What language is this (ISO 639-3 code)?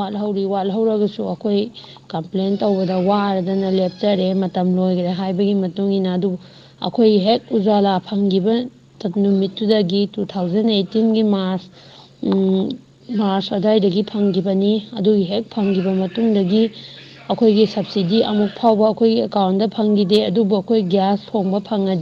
mni